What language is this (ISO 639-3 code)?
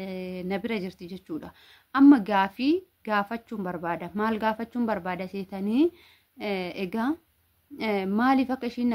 orm